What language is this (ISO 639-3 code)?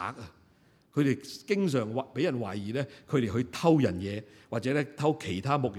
yue